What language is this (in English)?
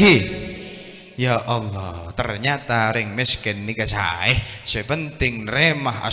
Madurese